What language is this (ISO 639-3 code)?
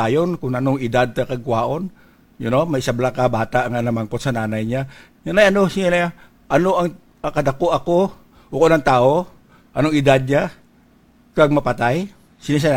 hil